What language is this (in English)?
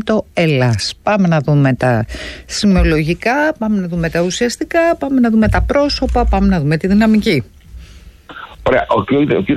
Greek